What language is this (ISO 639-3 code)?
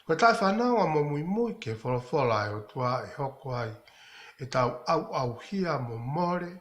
ton